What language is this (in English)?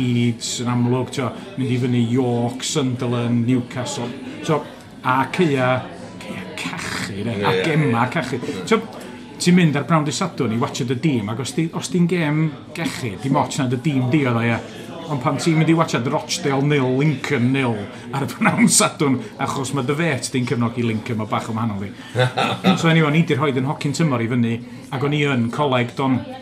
Welsh